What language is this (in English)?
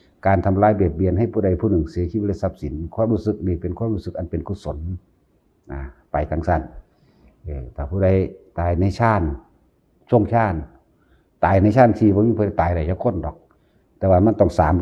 Northeastern Thai